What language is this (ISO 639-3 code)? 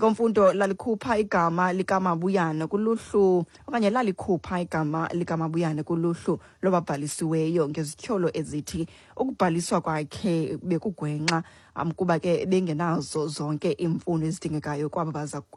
xho